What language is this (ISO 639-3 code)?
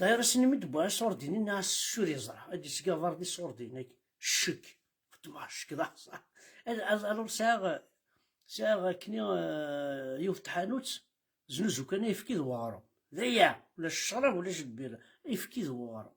kab